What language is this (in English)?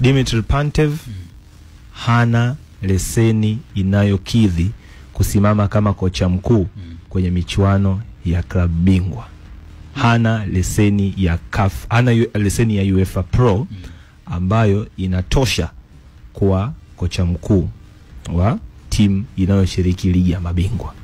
Swahili